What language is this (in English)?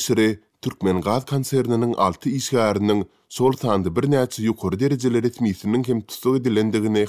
Turkmen